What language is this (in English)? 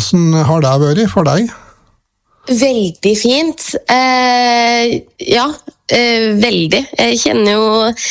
Norwegian